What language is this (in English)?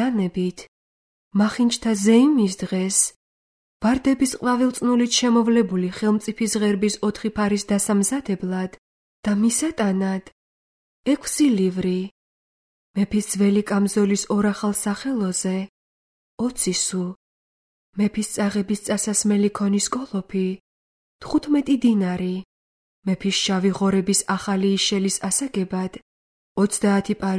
Georgian